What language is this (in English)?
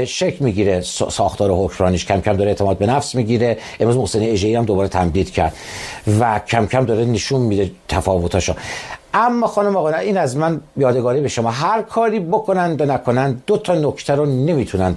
Persian